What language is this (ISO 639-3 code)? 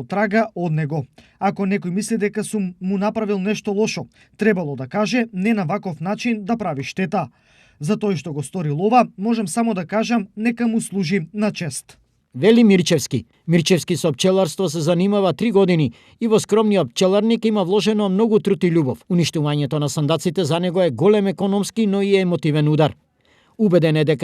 mkd